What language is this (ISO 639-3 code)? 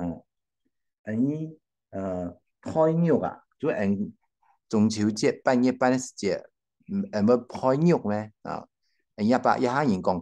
hak